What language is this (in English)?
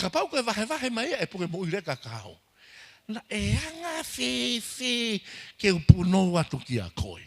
Tongan